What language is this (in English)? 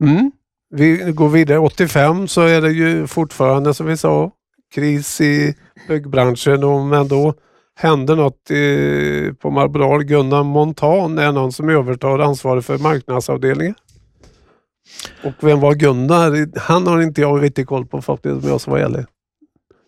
Swedish